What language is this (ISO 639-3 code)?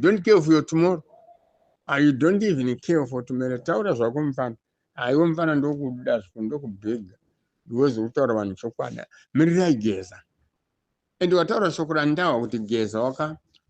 sna